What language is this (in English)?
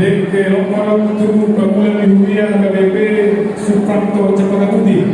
Batak Toba